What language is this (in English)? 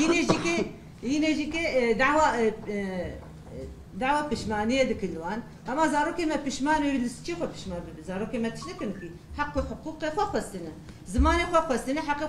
Kurdish